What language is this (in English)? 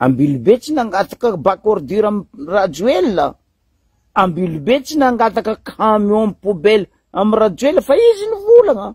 Malagasy